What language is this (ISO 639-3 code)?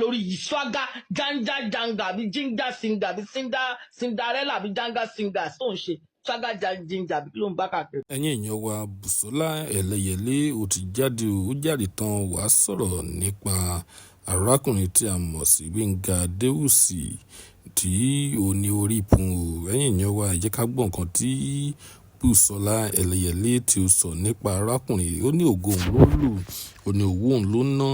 yor